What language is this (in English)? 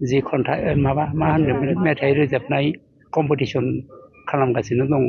Bodo